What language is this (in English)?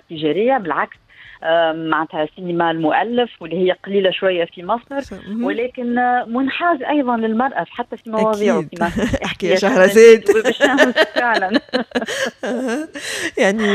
Tunisian Arabic